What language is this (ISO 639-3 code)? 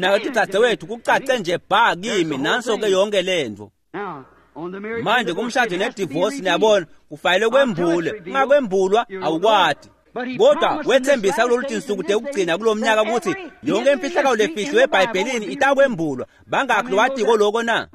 ssw